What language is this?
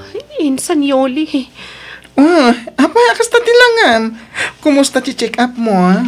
Iloko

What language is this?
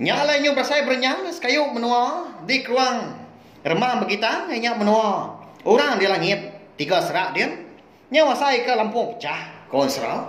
Iban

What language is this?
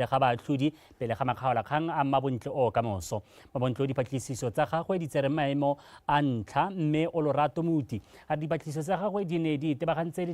Tswana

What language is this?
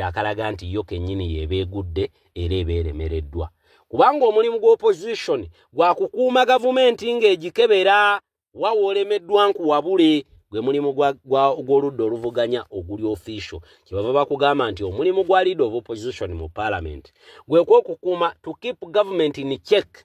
Ganda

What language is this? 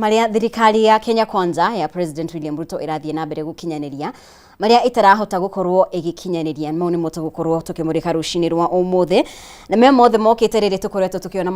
Kikuyu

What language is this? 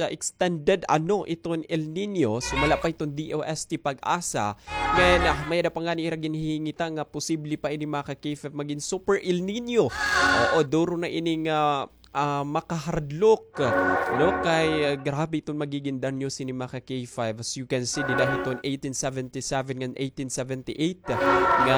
Waray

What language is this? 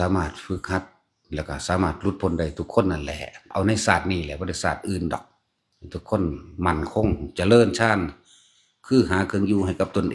Northeastern Thai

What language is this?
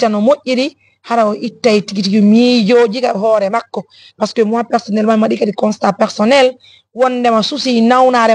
Fula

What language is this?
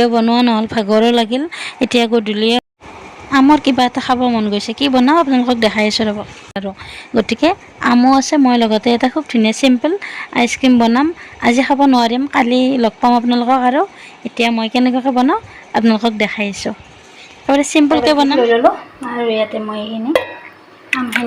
Assamese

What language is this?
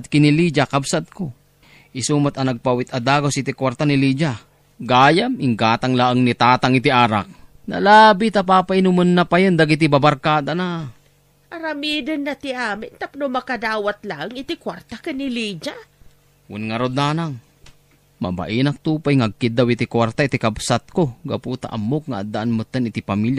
Iloko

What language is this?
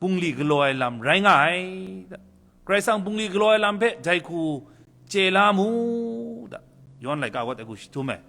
Kachin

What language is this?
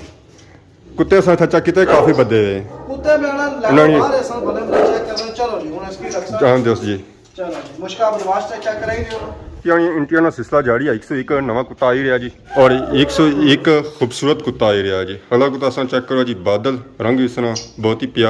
Pahari-Potwari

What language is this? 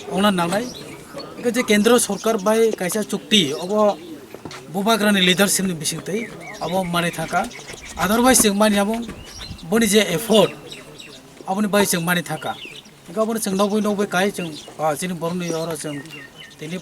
Kok Borok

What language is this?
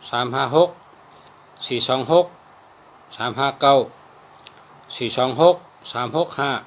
Shan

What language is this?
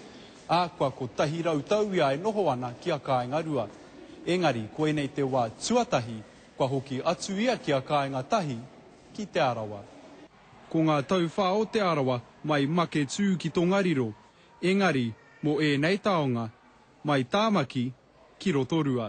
Māori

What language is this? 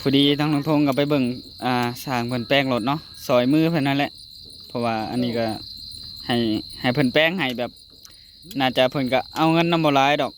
Northeastern Thai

